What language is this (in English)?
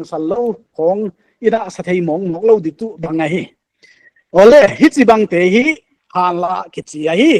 Paite Chin